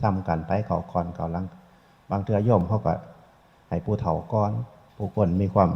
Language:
Northeastern Thai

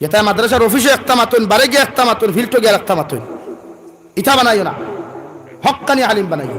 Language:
Sylheti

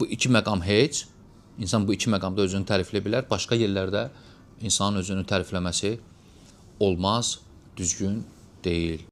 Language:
Azerbaijani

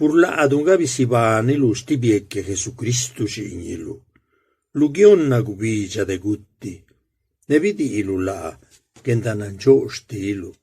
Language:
Zapotec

